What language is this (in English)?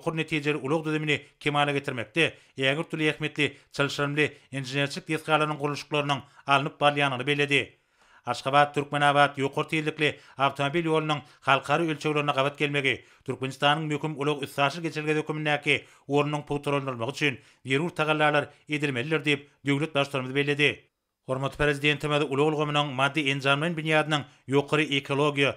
Turkmen